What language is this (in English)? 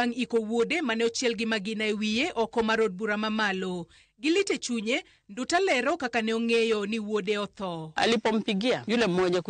Luo (Kenya and Tanzania)